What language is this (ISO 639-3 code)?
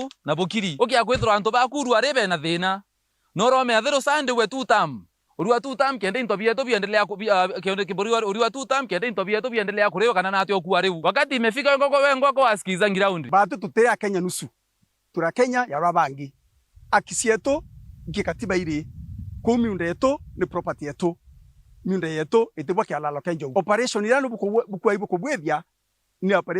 mer